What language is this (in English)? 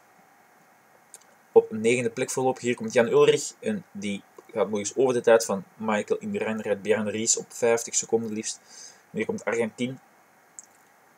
Dutch